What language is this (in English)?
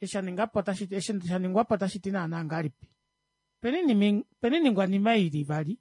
Kuanyama